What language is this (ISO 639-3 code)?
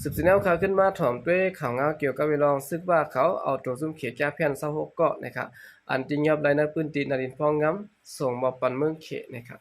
shn